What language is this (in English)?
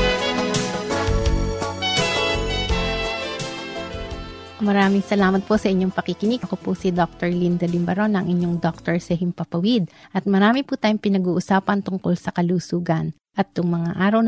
Filipino